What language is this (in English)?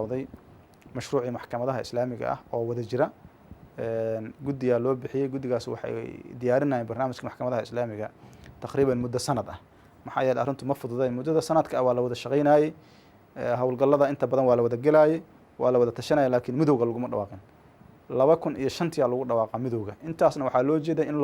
Somali